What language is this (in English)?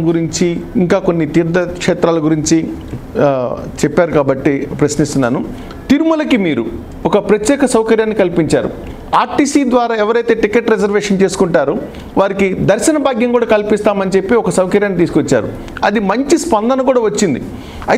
Telugu